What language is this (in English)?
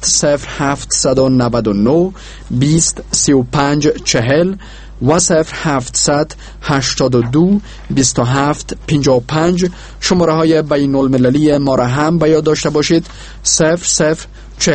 Persian